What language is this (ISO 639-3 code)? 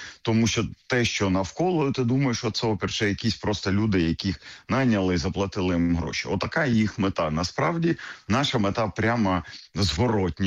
ukr